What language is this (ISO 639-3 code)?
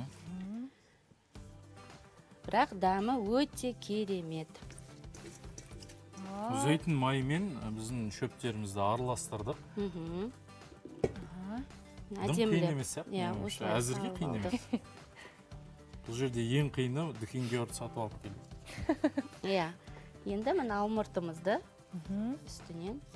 kaz